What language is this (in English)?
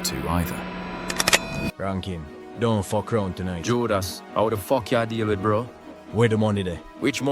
Jamaican Creole English